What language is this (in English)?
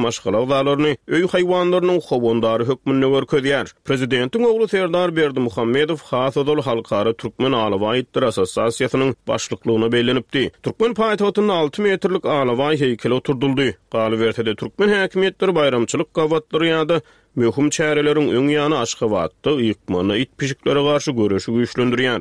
Turkmen